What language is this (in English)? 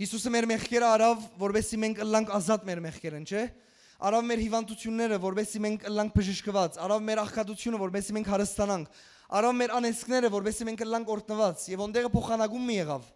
Western Armenian